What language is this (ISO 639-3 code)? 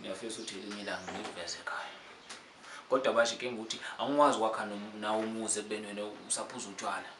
zul